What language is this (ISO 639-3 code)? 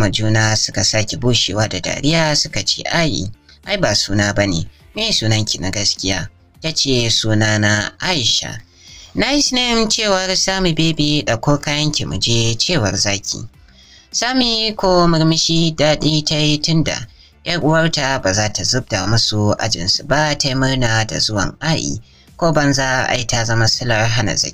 hau